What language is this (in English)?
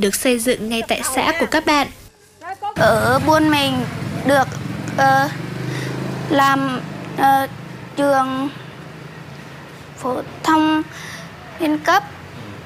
Vietnamese